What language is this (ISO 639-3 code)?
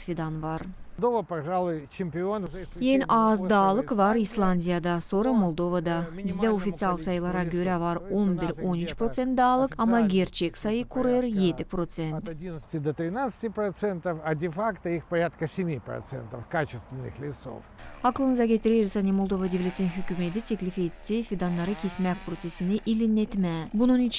gag